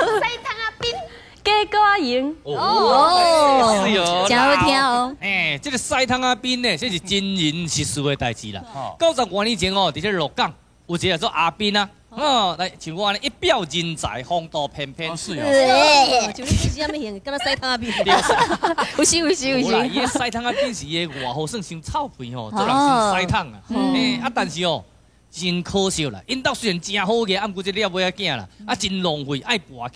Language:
Min Nan Chinese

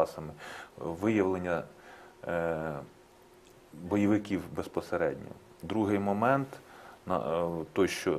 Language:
Ukrainian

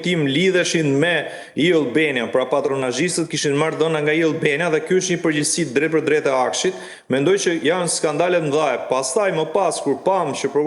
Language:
Albanian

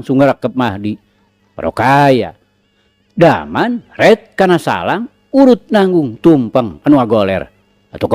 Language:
Sundanese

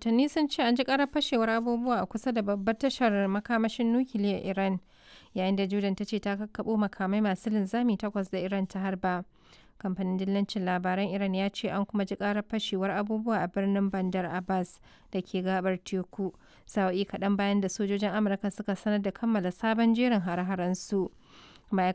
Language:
Hausa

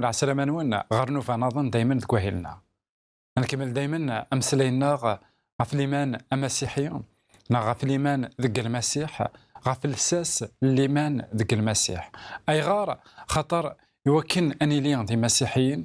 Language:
Kabyle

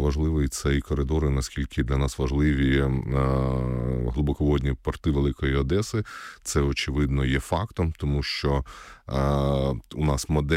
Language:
Ukrainian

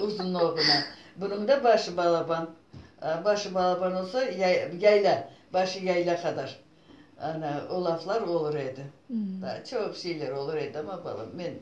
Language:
Crimean Tatar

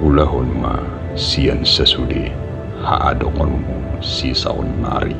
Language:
Batak Toba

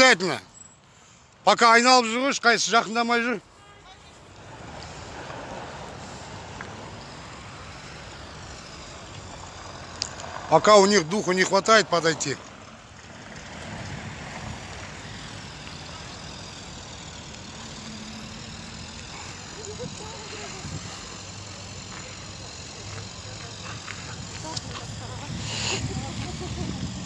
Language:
Kazakh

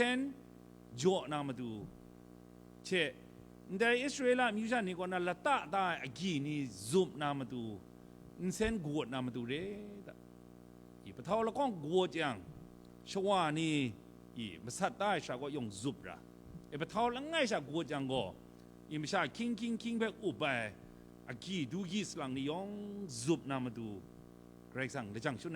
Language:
Kachin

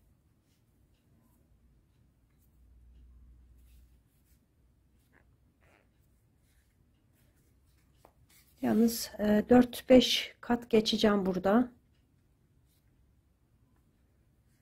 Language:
Turkish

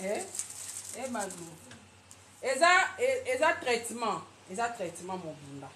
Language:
Lingala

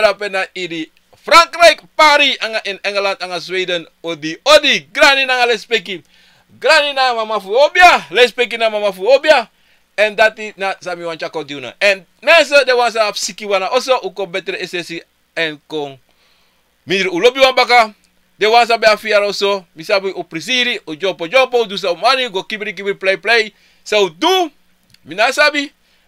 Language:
Sranan Tongo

